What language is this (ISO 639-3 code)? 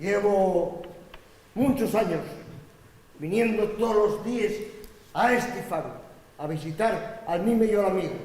ast